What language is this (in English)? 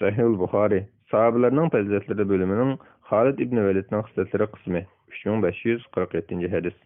Uyghur